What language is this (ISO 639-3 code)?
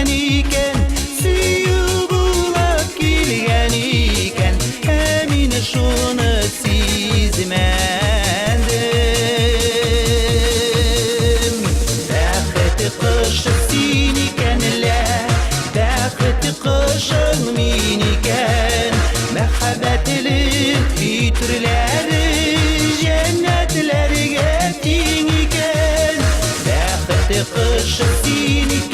bak